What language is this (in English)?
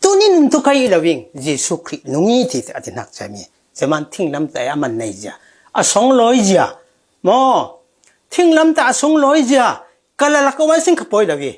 Falam Chin